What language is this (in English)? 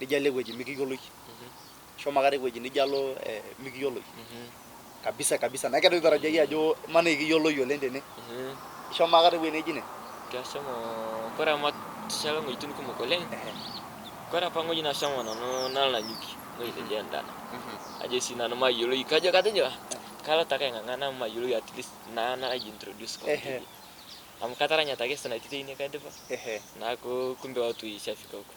Masai